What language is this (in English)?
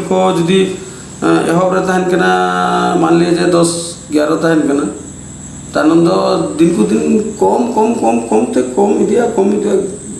Santali